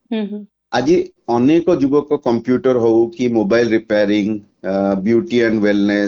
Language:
Odia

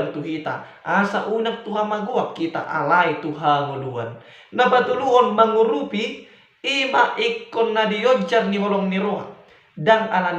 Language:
Batak Toba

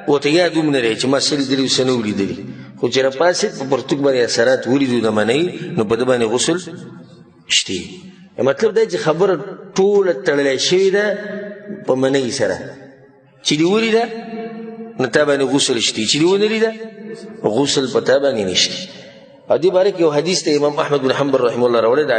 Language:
Pashto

